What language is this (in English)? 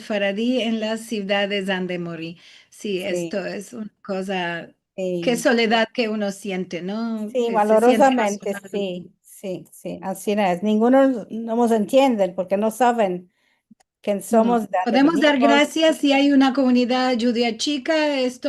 Ladino